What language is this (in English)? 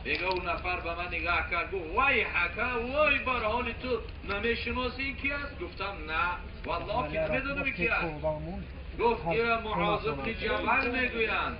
Tajik